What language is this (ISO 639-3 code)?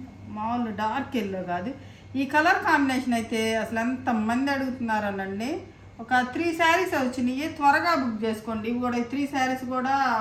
tel